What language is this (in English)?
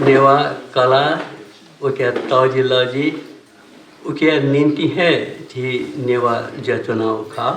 Newari